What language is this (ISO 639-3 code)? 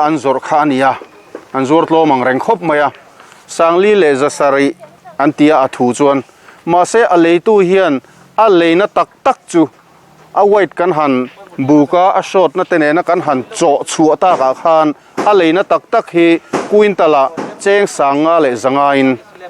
lus